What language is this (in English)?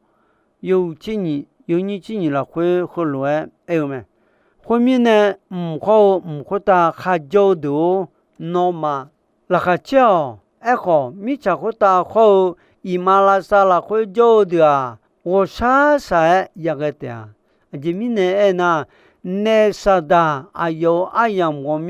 Akha